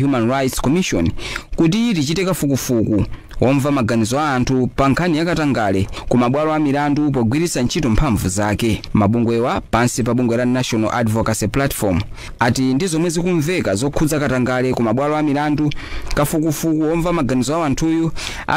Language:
Nyanja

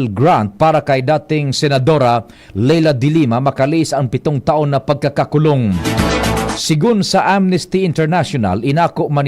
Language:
Bikol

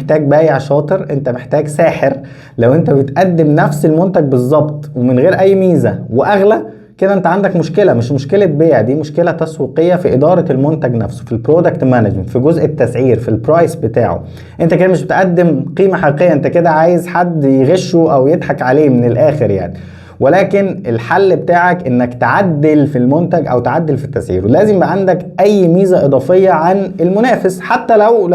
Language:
Egyptian Arabic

